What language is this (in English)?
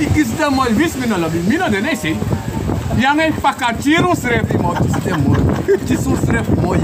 Sranan Tongo